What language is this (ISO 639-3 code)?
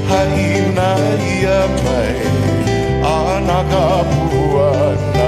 haw